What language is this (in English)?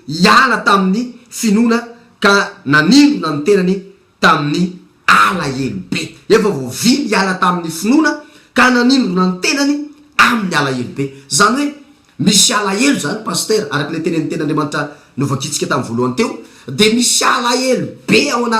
Malagasy